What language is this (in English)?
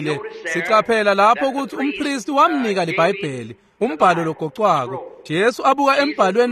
Swati